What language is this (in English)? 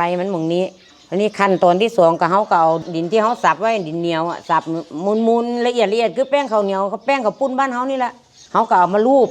Lao